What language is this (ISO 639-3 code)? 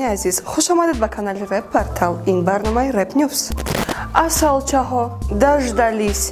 tgk